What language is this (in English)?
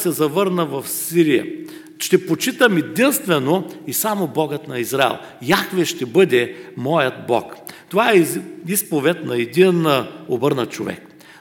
Bulgarian